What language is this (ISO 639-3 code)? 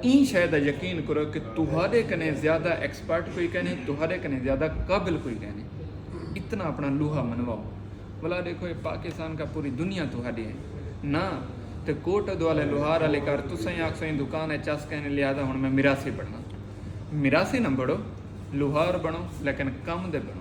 skr